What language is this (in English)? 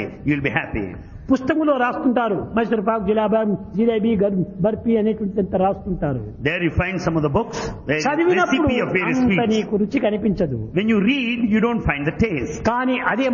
Telugu